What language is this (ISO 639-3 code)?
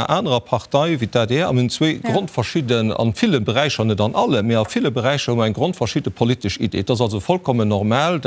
ltz